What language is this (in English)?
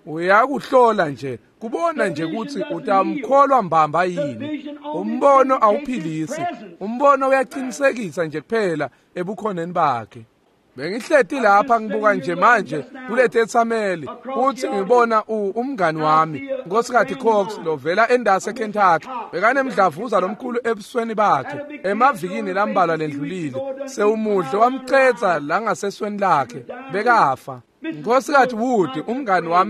Swati